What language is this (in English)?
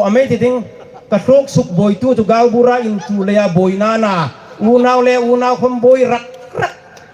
Hmar